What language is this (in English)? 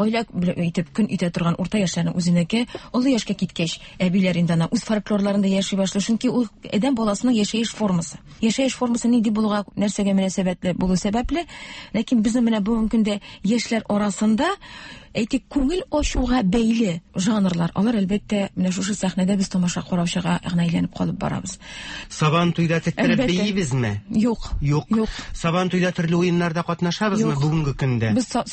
Tatar